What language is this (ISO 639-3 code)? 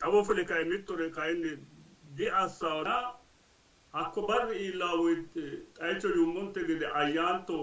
sid